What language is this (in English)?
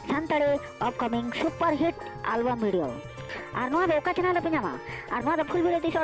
Santali